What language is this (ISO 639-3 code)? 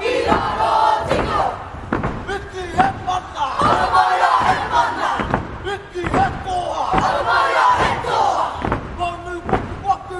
mri